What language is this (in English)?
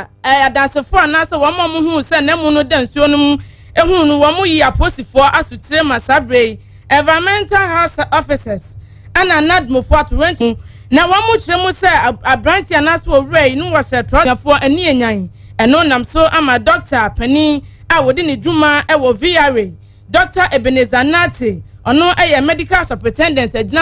Akan